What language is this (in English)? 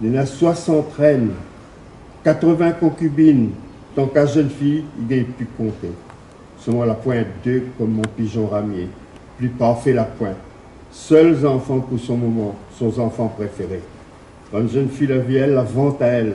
Réunion Creole French